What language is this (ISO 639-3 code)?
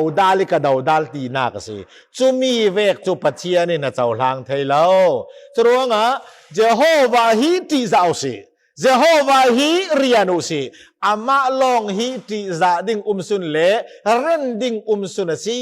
cfm